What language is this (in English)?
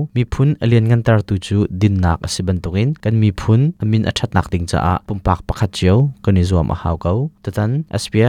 Hakha Chin